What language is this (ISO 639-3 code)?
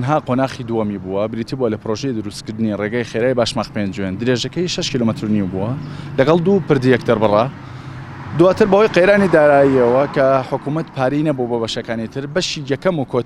ckb